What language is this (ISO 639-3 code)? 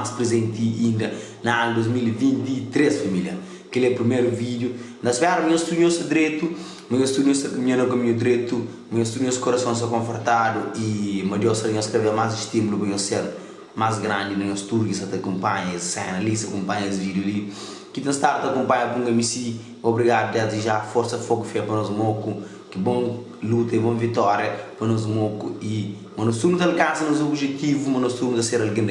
kea